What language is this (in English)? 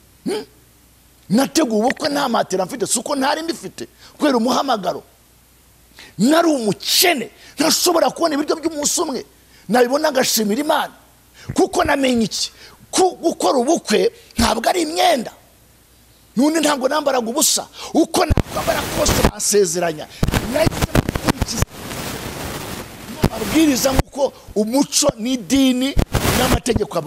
Kinyarwanda